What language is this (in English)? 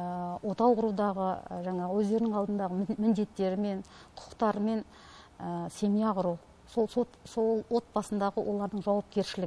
Kazakh